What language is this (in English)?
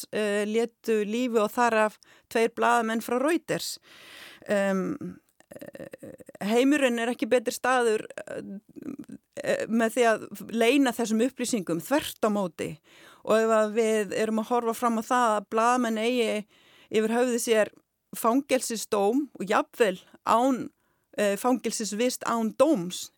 Icelandic